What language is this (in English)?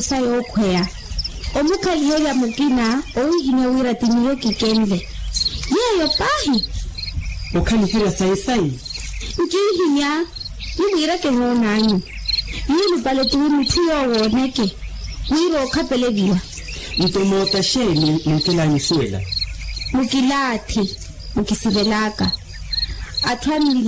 Makhuwa